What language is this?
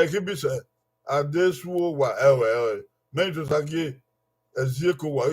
Bini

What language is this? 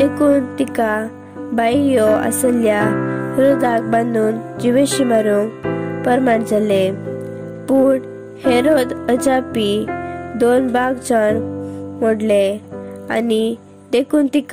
Konkani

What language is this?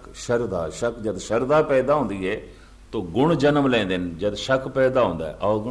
Punjabi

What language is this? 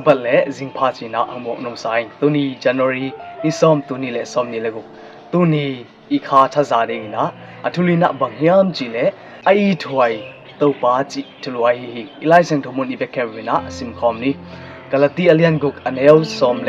Tedim Chin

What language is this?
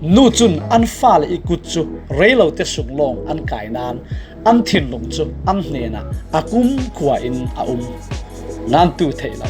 Falam Chin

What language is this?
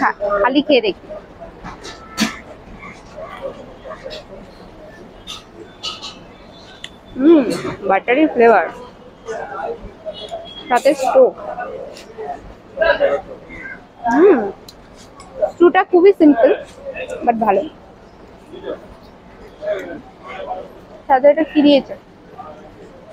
Bangla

